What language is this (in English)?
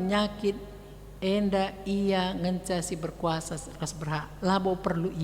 Batak Karo